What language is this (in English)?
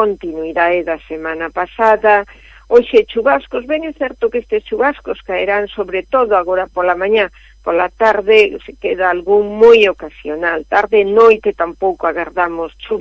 Galician